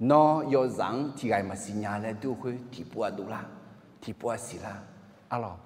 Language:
Akha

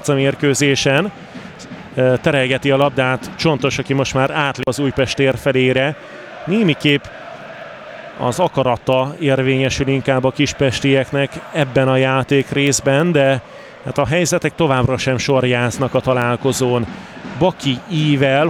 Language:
Hungarian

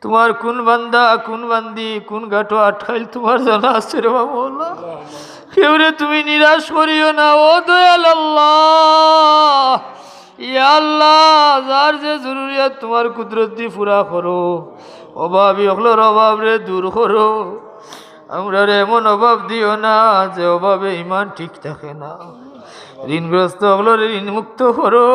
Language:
Sylheti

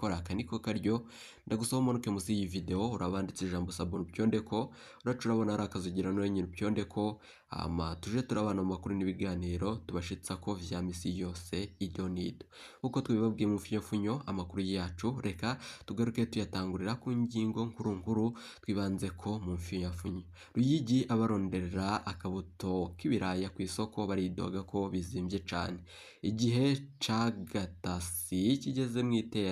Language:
Rundi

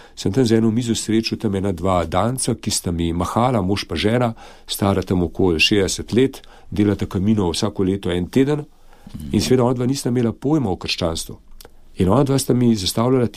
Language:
Slovenian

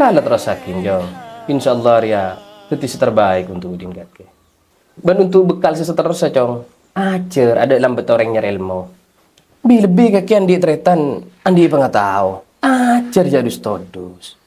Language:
Madurese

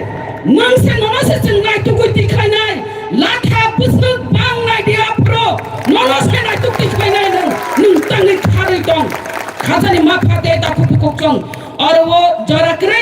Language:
Kok Borok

